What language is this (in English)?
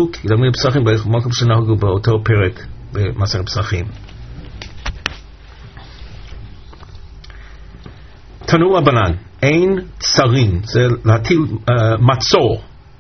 Hebrew